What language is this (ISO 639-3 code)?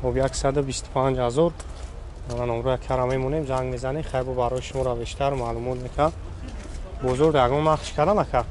tgk